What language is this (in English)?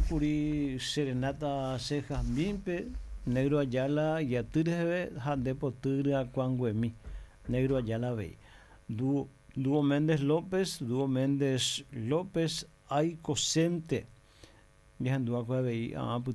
Guarani